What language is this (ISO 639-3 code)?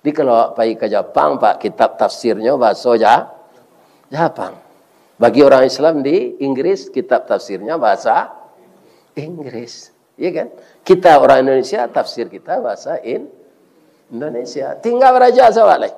min